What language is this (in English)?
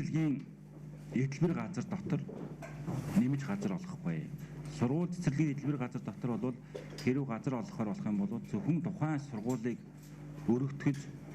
Mongolian